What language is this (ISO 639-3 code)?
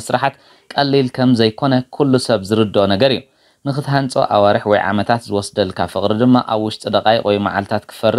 tir